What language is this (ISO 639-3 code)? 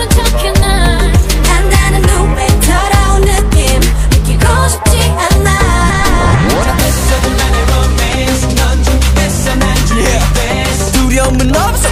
kor